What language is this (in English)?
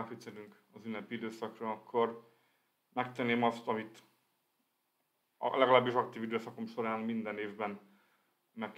Hungarian